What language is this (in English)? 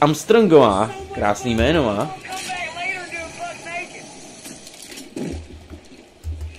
Czech